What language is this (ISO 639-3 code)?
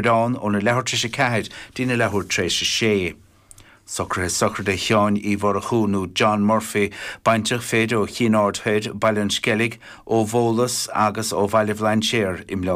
gle